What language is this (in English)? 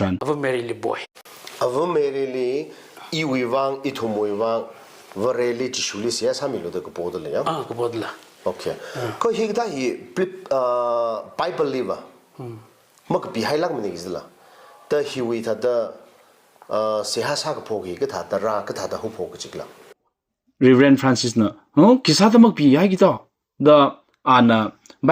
Tangkhul Naga (India)